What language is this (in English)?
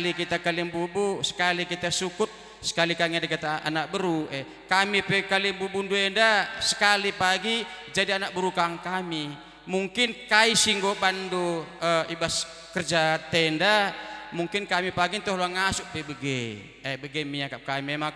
Batak Karo